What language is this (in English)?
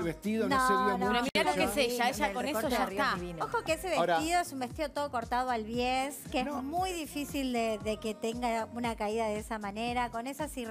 Spanish